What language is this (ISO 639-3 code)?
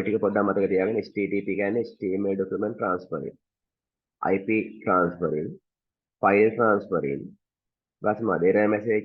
sin